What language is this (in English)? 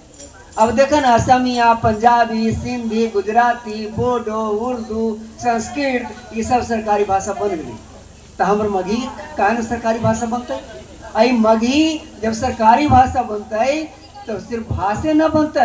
Magahi